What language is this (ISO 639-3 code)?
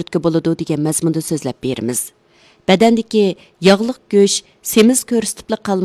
uig